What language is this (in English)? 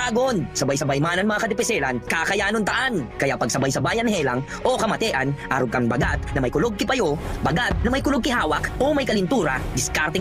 Bikol